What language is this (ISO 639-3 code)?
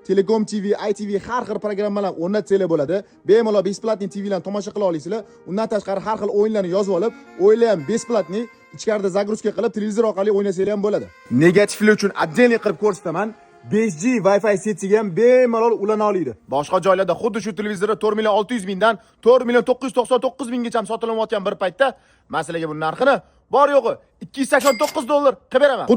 uzb